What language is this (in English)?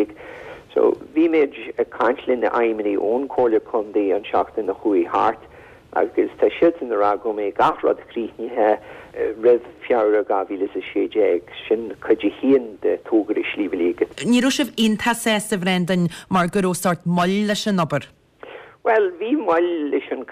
Irish